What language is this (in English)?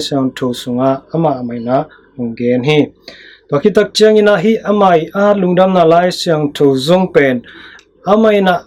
Tedim Chin